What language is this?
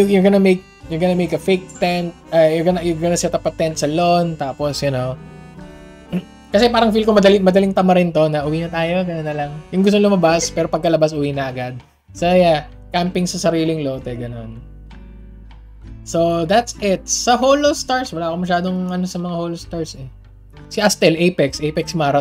Filipino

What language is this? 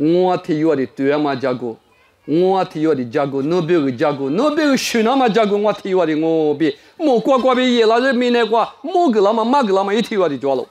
Lisu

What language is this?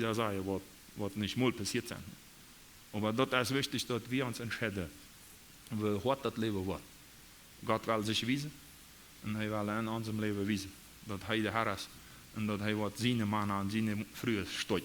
Plautdietsch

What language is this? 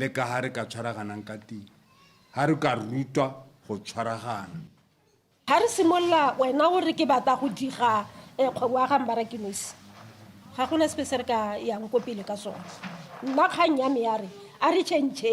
Tswana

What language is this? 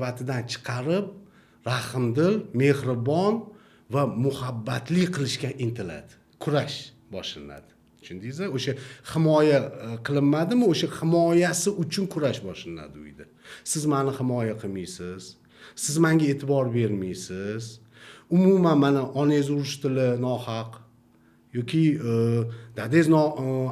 Uzbek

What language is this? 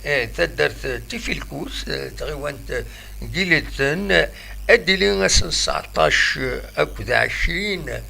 Kabyle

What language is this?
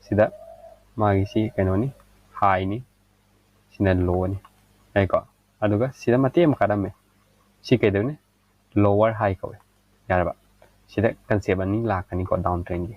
Manipuri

